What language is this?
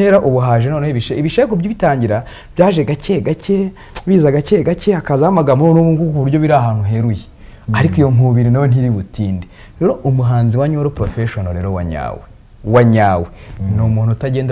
Kinyarwanda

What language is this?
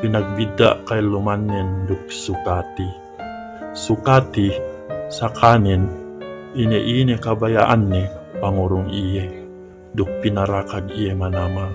Yakan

